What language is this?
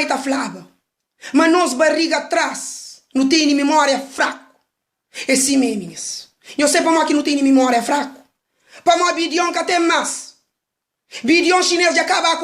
Kabuverdianu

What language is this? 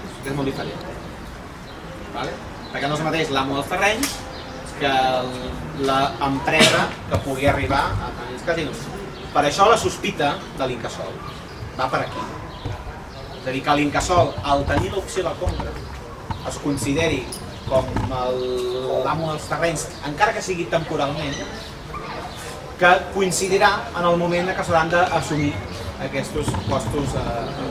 Catalan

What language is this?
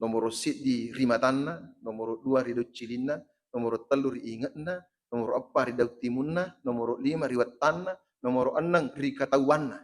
Buginese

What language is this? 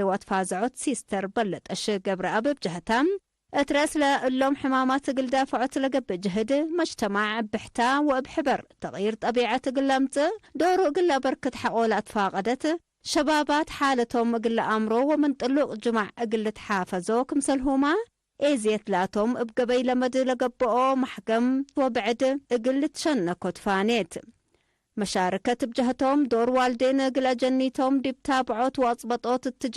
Tigre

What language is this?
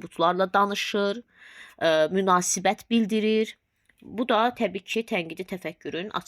Azerbaijani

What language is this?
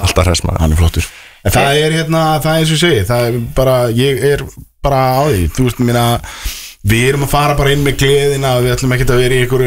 Icelandic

